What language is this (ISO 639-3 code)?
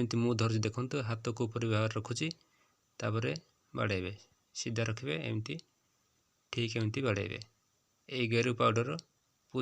ori